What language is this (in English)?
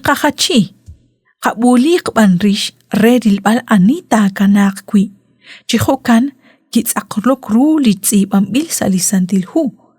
Kekchí